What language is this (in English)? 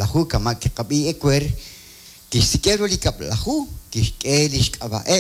Kekchí